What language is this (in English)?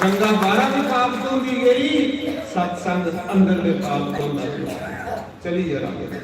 Dogri